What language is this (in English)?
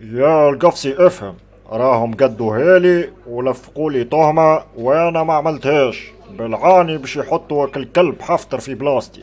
Tunisian Arabic